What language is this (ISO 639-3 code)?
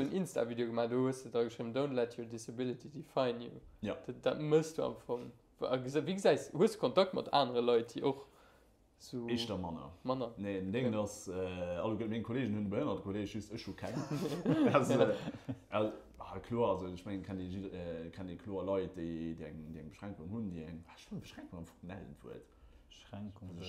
ltz